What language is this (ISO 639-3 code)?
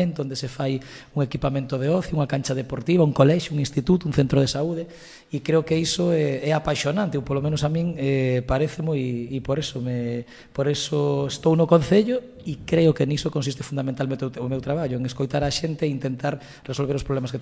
glg